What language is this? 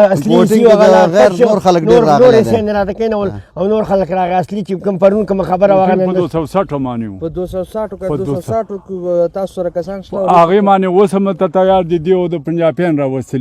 Pashto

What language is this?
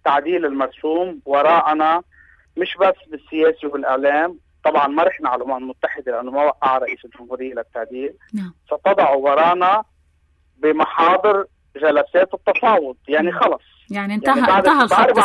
North Levantine Arabic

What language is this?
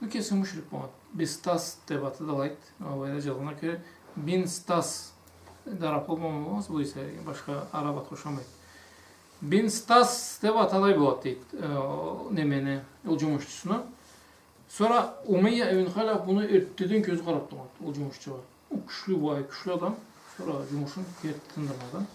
Karachay-Balkar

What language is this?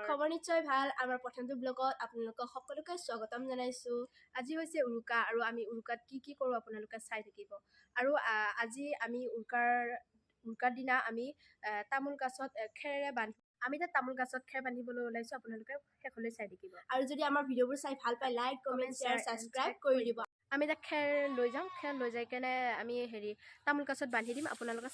Assamese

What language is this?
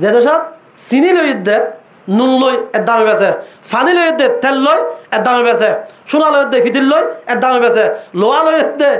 Rohingya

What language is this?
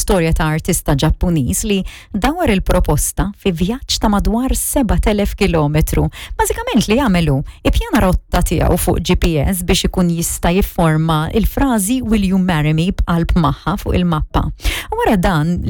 Maltese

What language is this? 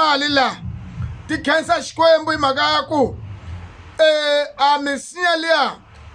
Tsonga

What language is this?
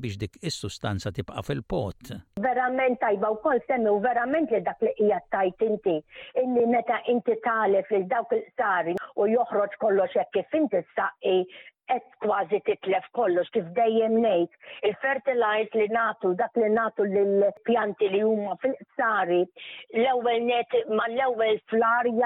Maltese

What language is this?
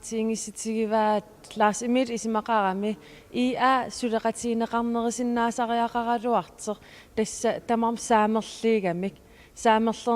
Kalaallisut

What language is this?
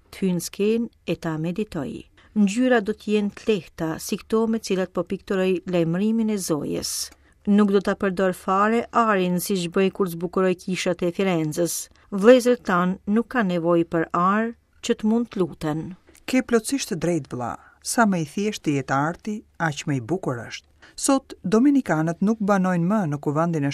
Albanian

